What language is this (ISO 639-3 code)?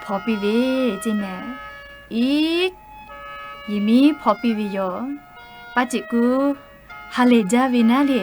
lhu